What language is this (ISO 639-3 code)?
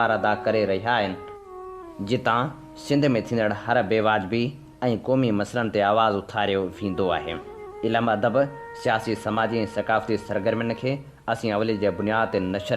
snd